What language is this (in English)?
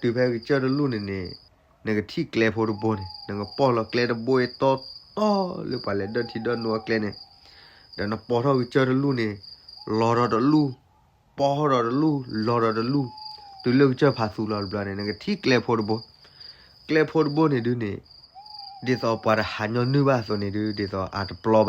S'gaw Karen